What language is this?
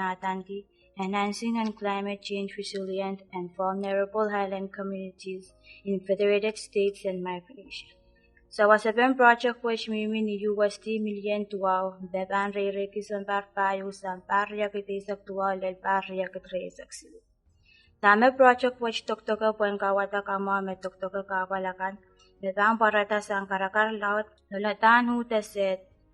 Pohnpeian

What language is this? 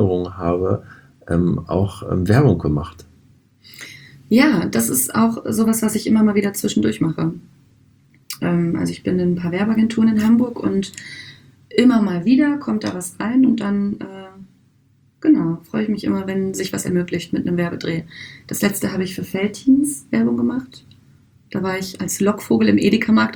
German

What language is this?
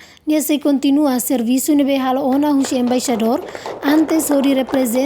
Tetum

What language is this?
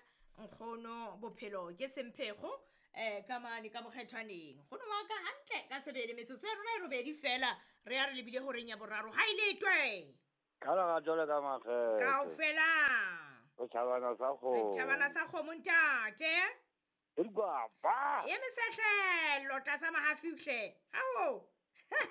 Southern Sotho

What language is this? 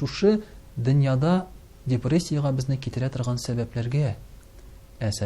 Tatar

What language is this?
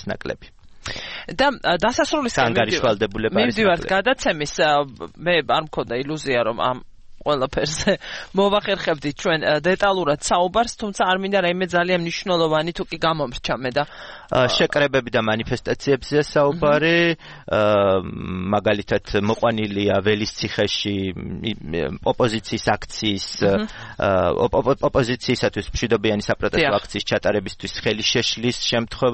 Georgian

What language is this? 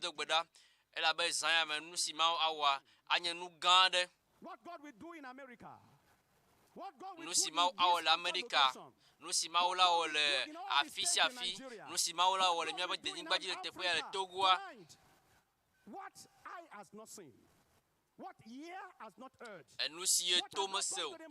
Ewe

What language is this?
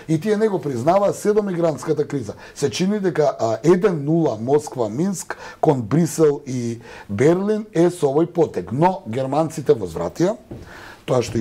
Macedonian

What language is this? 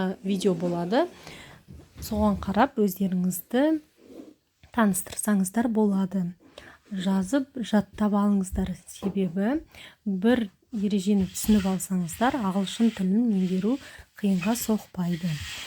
Kazakh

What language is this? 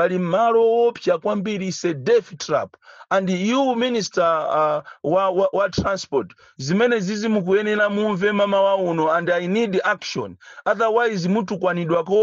Nyanja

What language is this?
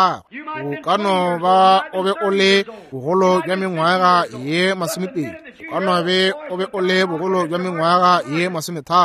Northern Sotho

